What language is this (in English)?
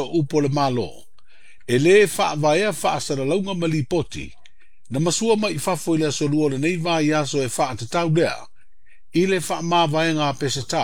Samoan